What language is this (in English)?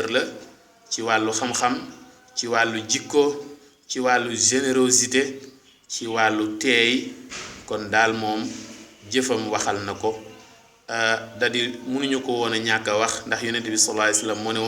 Wolof